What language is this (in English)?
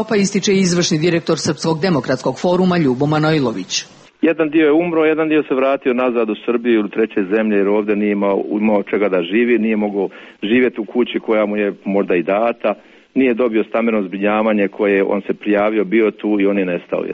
Serbian